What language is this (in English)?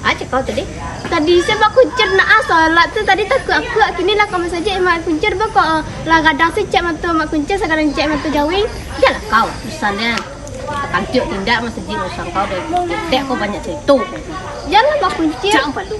Minangkabau